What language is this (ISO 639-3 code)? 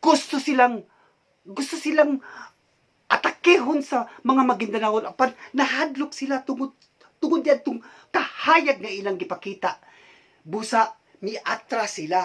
ceb